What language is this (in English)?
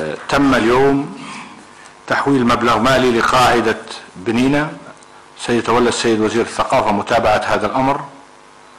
Arabic